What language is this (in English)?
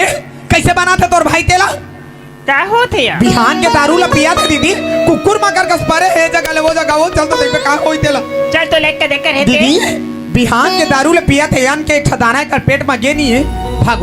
Chhattisgarhi